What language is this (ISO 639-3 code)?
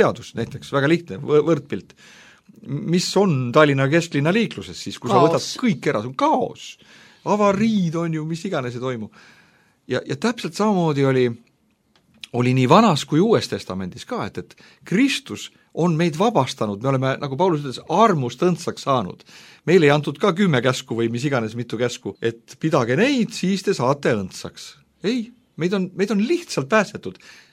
est